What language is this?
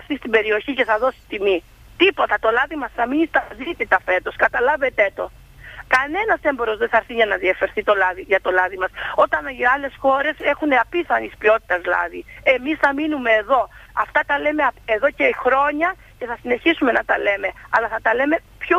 Greek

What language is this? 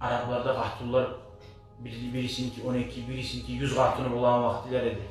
Kumyk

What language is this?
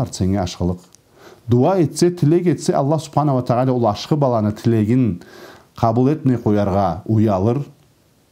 Karachay-Balkar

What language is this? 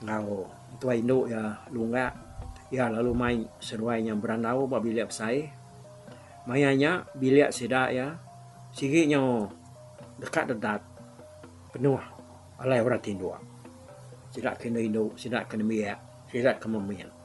Iban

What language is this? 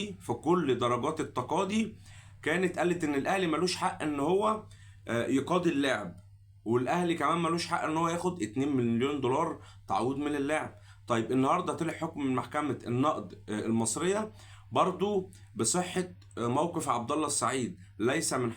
Egyptian Arabic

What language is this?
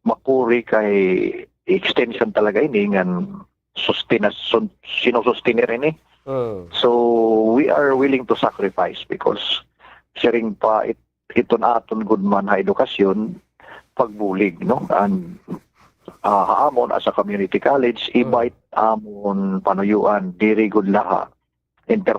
Waray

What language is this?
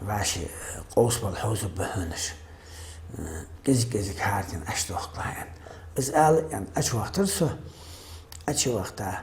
Ingush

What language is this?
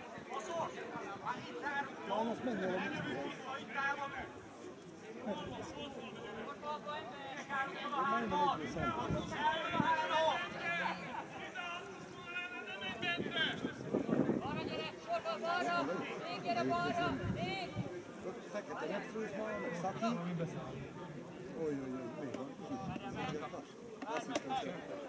Hungarian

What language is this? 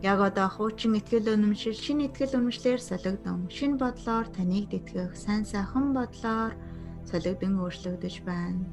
Mongolian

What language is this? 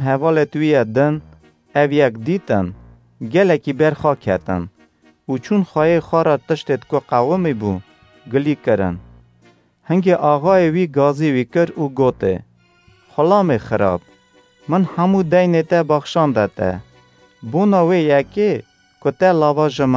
Kurdish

